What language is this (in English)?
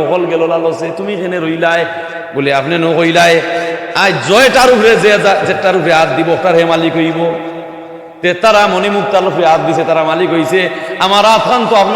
Sylheti